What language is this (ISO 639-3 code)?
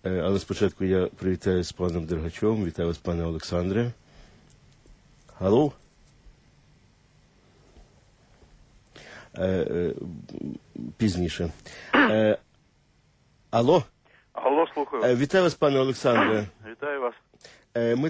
ukr